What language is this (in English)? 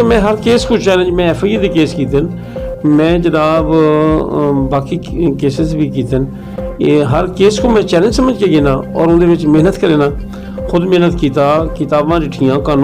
Saraiki